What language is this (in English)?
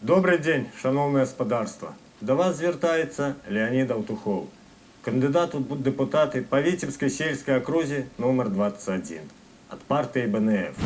Belarusian